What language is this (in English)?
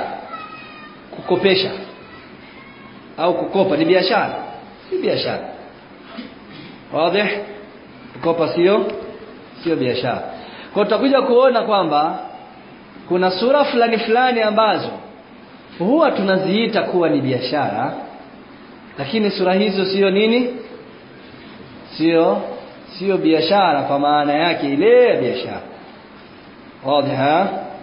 Swahili